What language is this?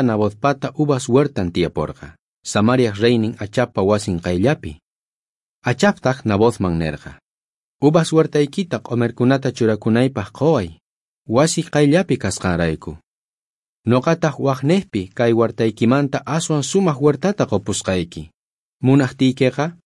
South Bolivian Quechua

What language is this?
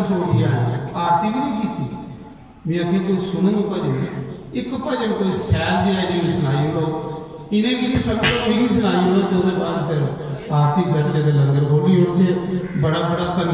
Dogri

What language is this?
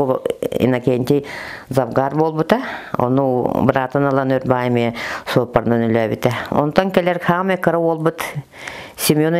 Yakut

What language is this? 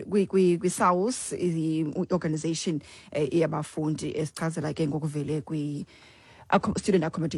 Xhosa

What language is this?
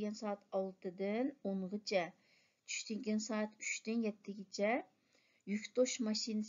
Uyghur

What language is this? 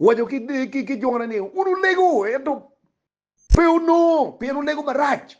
Acoli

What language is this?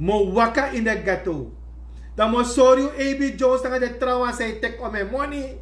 Sranan Tongo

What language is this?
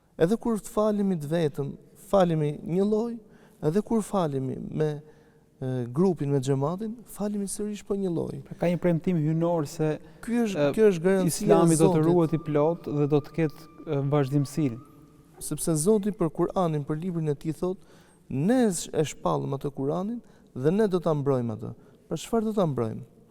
Albanian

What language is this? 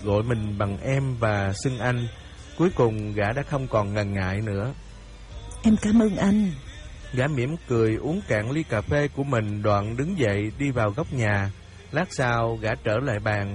Vietnamese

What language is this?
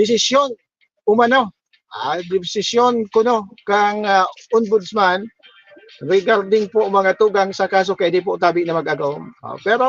Bikol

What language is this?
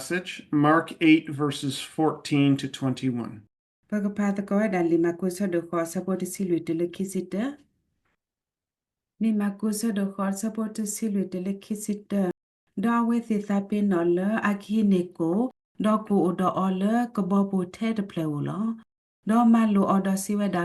S'gaw Karen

